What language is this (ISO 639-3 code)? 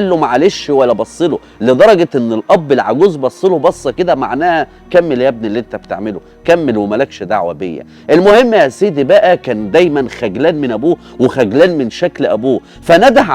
arz